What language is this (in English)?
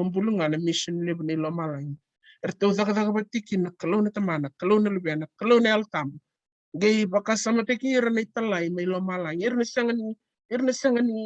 Fijian